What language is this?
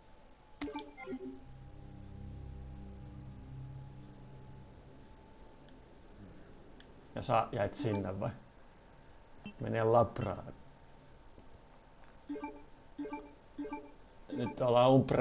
Finnish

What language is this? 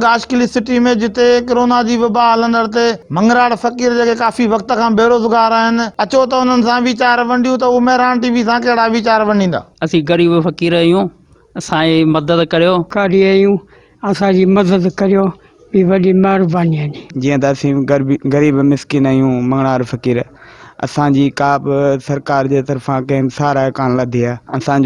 Sindhi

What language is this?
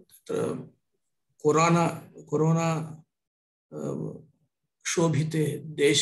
Sanskrit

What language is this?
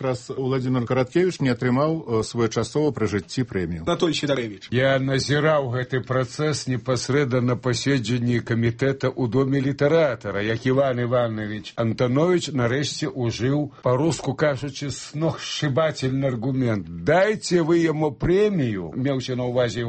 Belarusian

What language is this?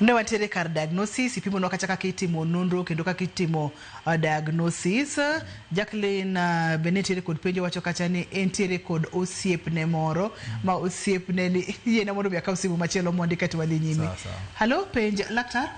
Luo (Kenya and Tanzania)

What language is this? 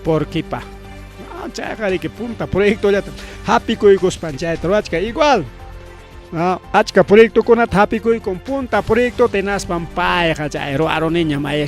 Ayacucho Quechua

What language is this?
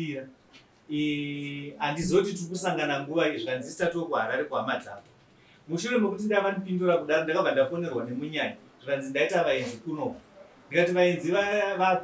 Shona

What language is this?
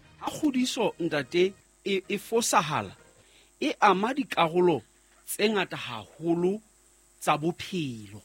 Southern Sotho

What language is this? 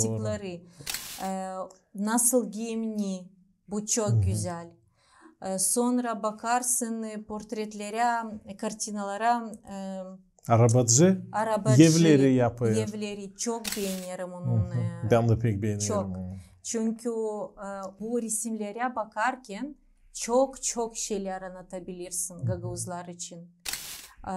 Gagauz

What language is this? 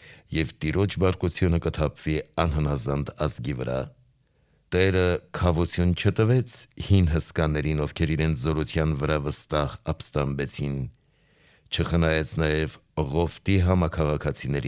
Armenian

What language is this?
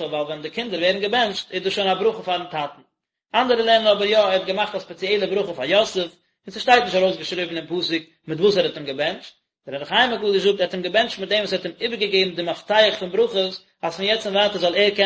Yiddish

